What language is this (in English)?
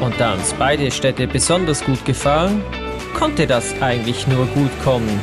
Swiss German